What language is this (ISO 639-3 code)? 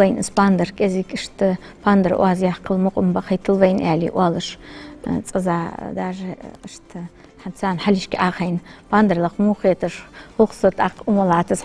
inh